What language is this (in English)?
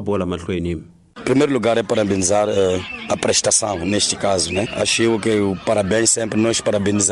Tsonga